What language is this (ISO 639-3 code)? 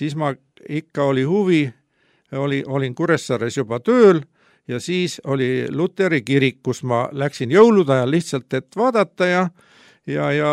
est